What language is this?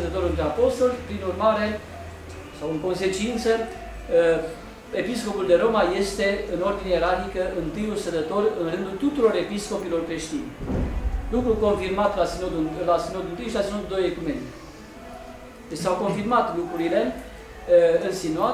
Romanian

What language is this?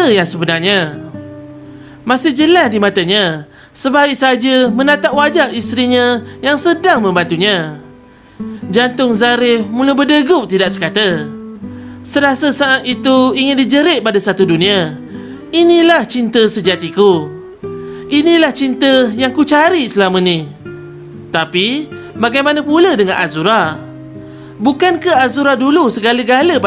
Malay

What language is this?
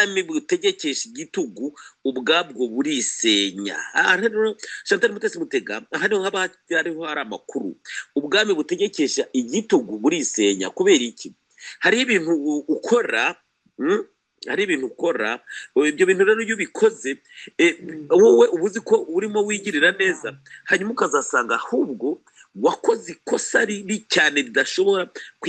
Kinyarwanda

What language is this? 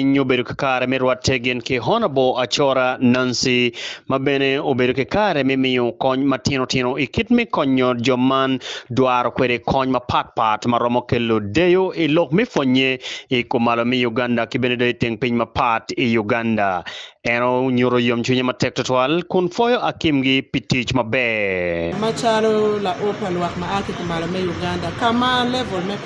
Acoli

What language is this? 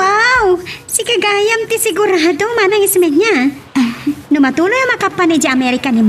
Iloko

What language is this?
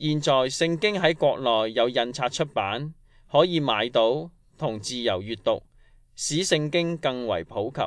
Cantonese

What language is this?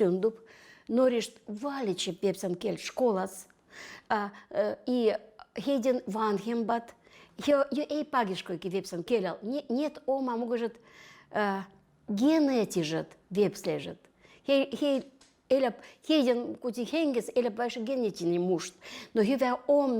Veps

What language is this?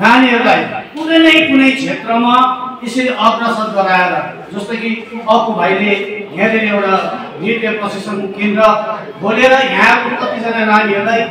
Nepali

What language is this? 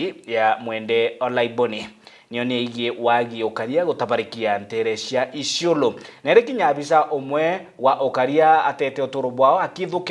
Meru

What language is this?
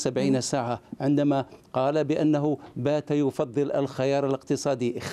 Arabic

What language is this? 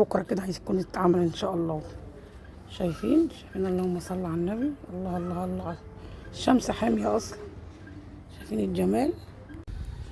Egyptian Arabic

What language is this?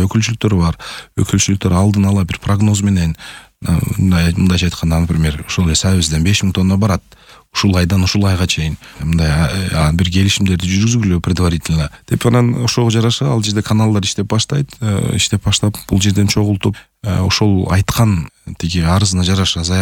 Kyrgyz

